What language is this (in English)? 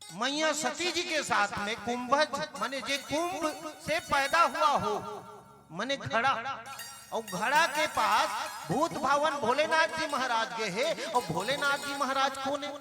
Chhattisgarhi